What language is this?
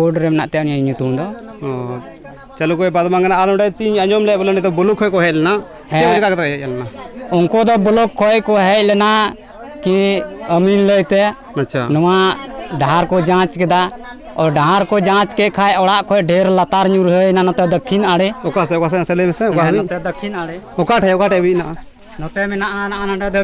Santali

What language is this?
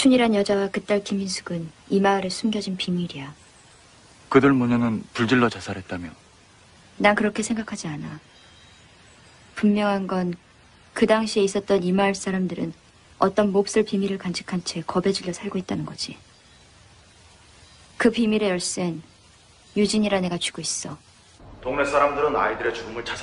Korean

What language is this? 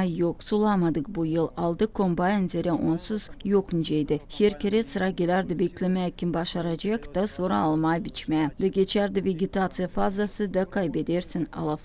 Gagauz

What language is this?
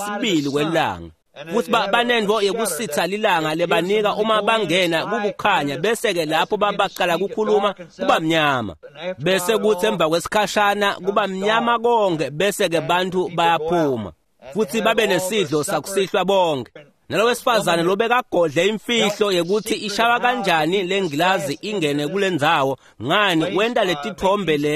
Swati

